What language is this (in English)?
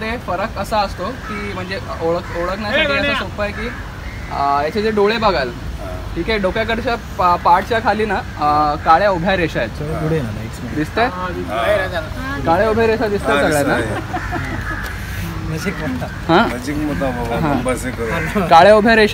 Marathi